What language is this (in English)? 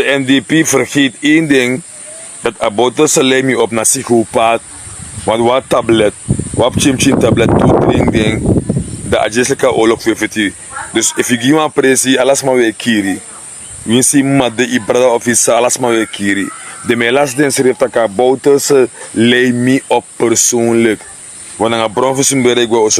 Sranan Tongo